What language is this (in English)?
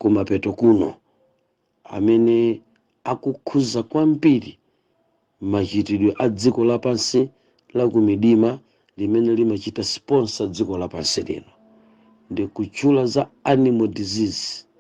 Nyanja